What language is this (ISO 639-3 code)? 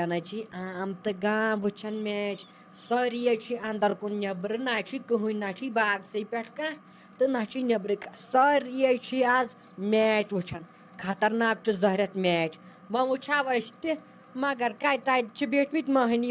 kas